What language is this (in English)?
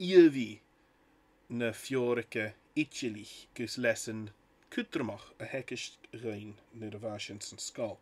Scottish Gaelic